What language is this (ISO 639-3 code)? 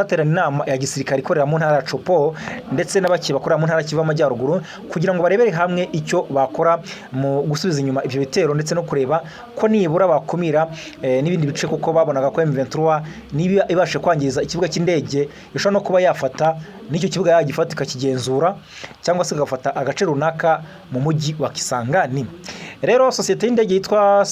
kin